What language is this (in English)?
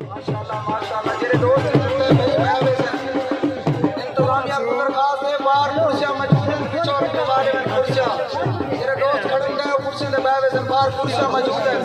Saraiki